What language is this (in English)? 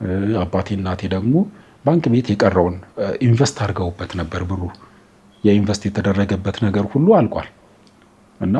Amharic